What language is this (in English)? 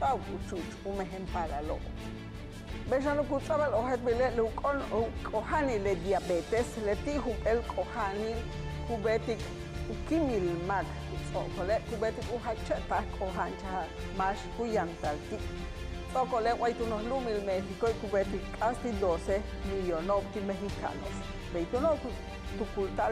Yucateco